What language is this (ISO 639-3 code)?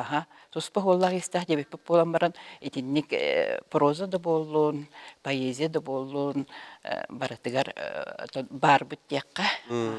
sah